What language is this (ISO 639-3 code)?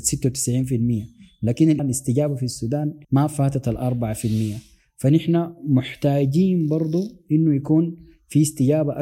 apd